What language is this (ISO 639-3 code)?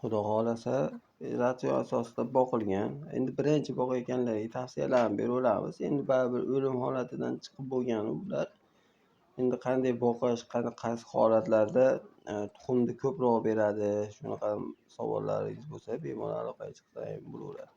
uzb